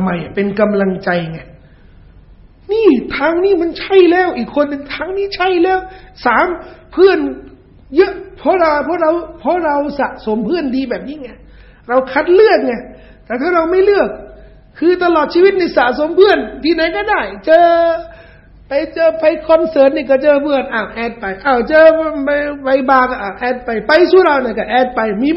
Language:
Thai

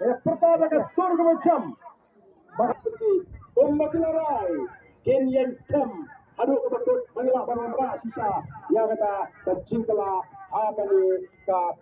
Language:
Khasi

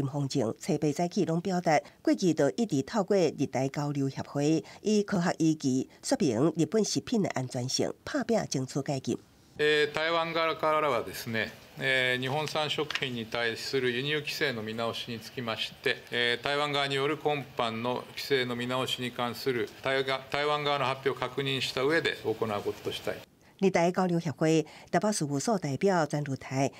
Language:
Min Nan Chinese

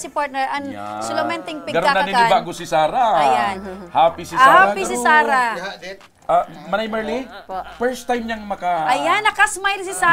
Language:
Bikol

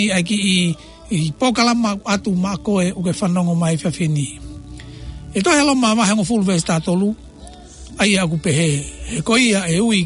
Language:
Tongan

